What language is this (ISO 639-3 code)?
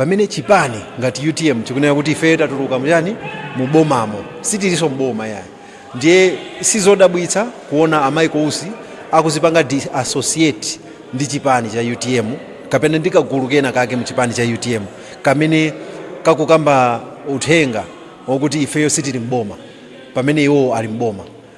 nya